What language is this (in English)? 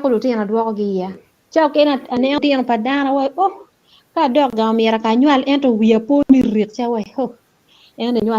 Acoli